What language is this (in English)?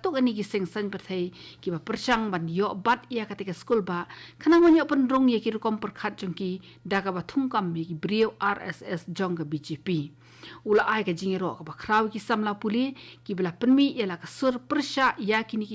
Khasi